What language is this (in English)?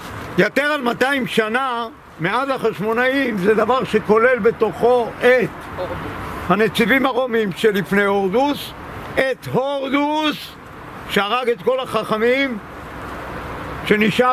Hebrew